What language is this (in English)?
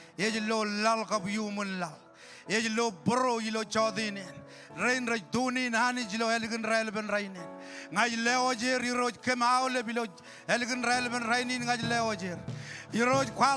Marshallese